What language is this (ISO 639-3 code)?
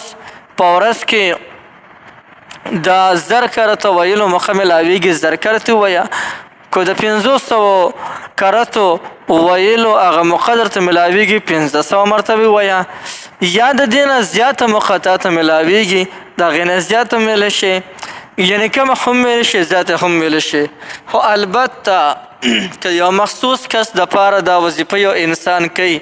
pus